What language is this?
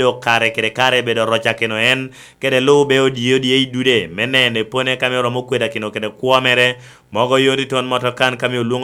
Lango (Uganda)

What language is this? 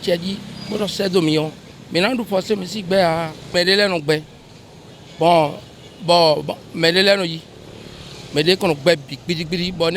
Fon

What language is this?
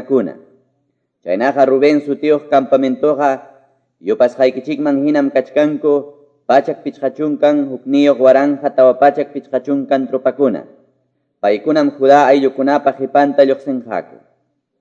Quechua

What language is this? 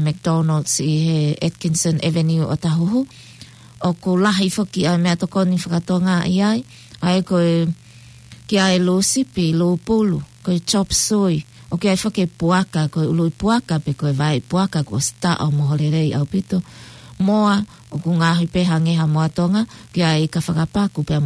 Tongan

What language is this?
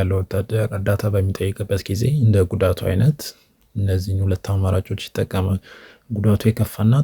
Amharic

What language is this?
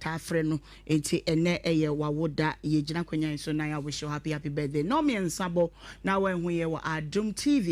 Akan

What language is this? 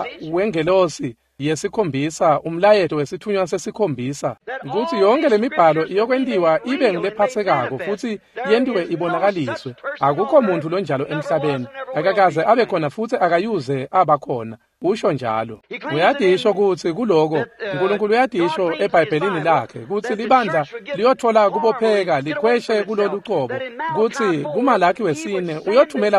Swati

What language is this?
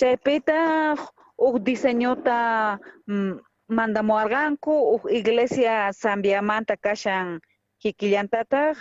South Bolivian Quechua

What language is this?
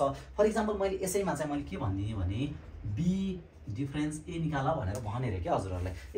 Nepali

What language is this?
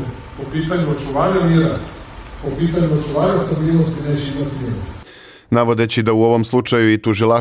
Bosnian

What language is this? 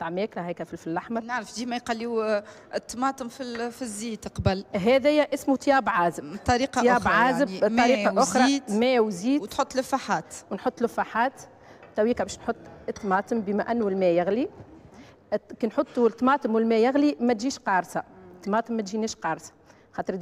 Tunisian Arabic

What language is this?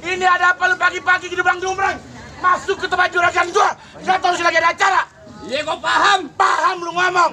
Betawi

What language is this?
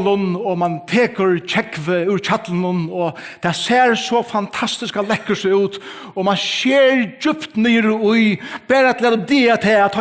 Faroese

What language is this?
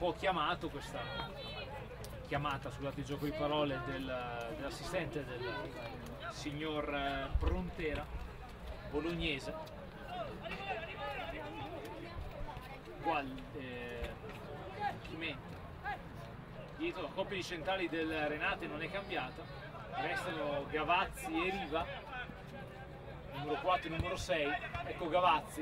Italian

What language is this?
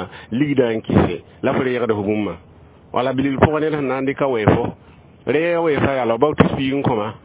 Mossi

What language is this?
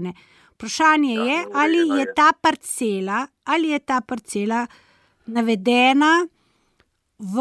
Slovenian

